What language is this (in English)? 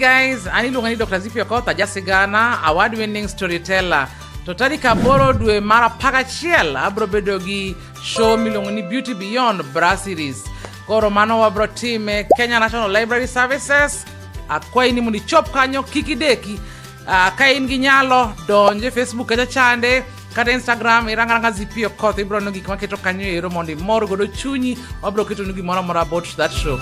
Luo (Kenya and Tanzania)